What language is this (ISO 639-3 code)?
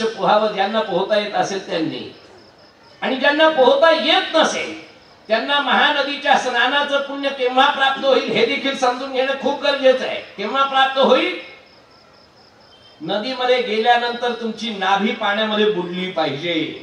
mar